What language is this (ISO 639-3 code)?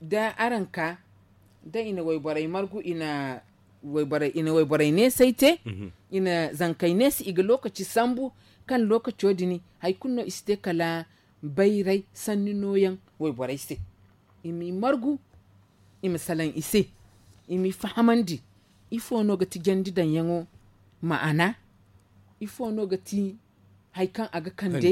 dje